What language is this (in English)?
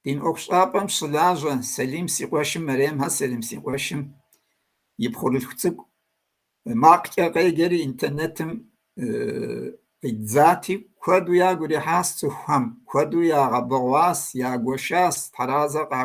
Kabardian